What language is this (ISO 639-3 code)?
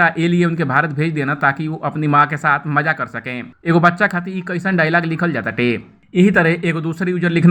bho